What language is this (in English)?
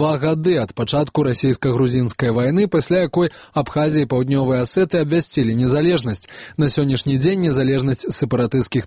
Belarusian